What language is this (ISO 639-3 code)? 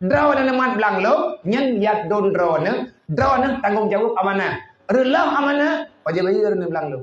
ace